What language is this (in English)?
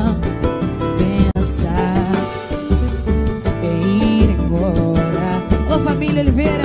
Portuguese